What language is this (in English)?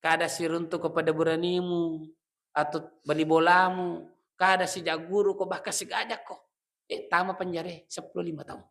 Buginese